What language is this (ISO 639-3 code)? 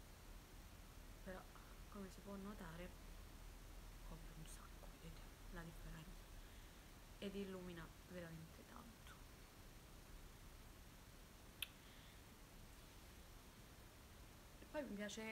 ita